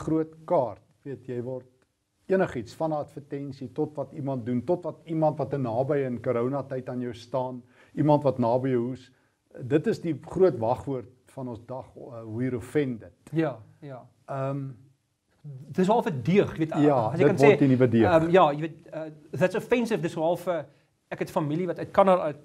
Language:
Afrikaans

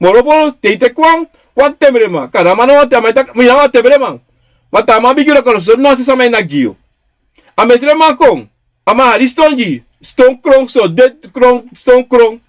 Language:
Sranan Tongo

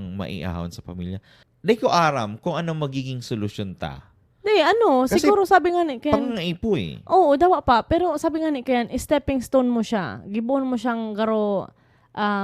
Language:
Bikol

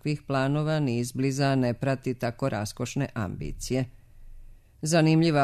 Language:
Serbian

